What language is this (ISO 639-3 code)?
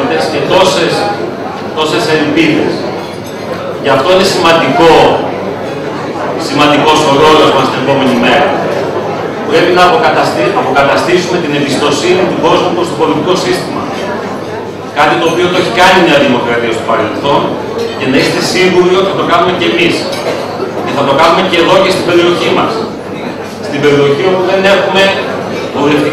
ell